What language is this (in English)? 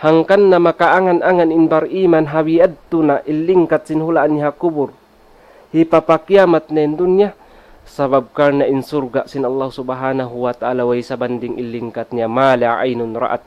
Tausug